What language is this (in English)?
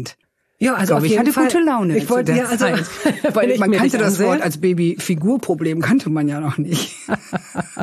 German